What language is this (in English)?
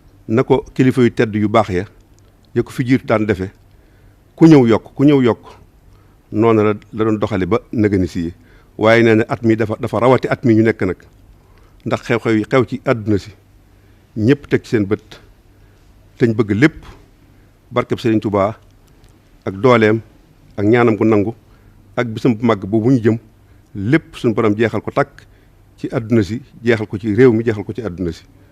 Wolof